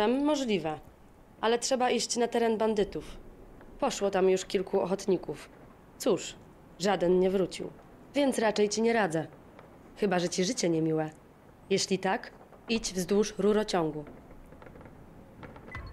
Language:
Polish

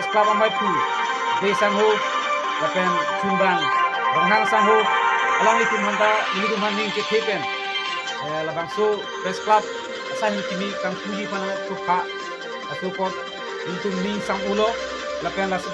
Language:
Karbi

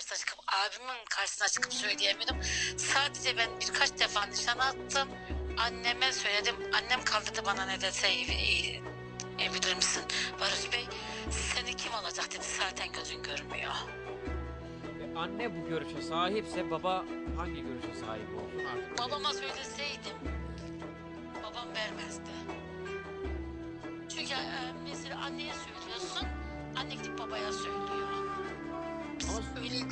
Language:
Turkish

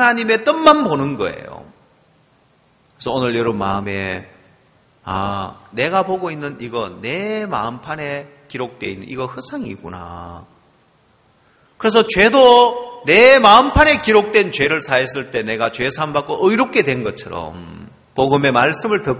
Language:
Korean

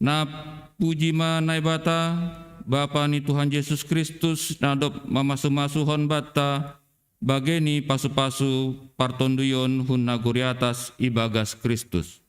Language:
Batak Simalungun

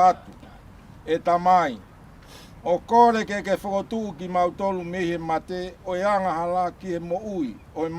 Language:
Tongan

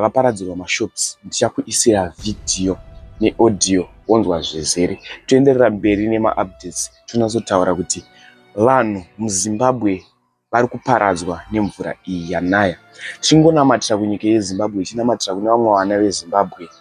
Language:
Shona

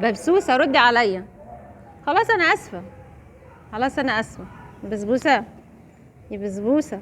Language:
Egyptian Arabic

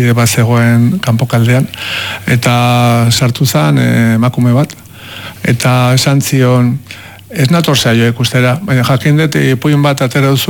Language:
Basque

